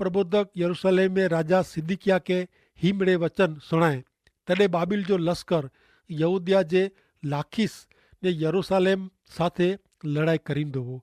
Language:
Kachhi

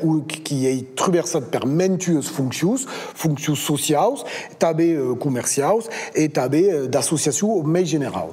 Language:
Occitan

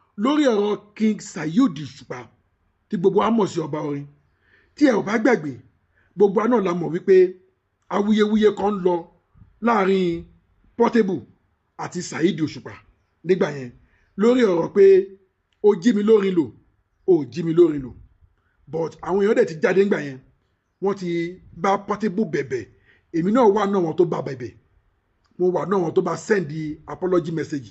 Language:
Yoruba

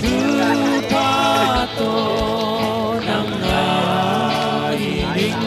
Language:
Tedim Chin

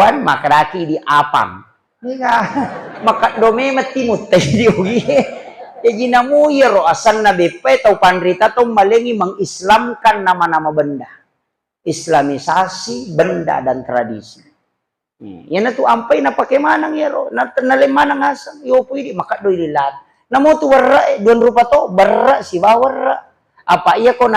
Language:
Buginese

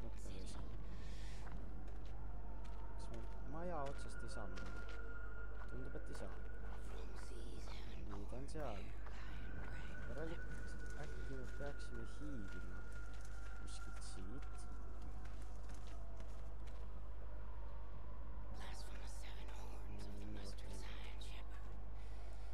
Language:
Estonian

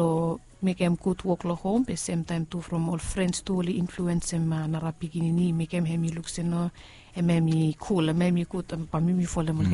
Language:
Bislama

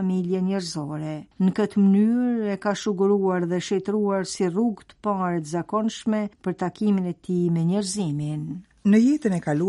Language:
Albanian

